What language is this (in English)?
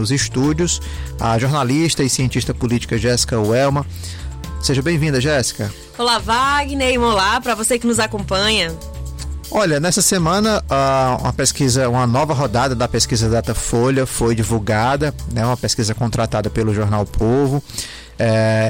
Portuguese